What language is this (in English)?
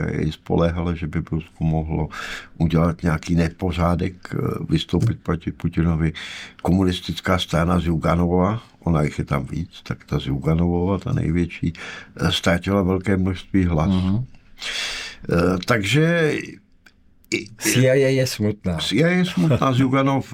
Czech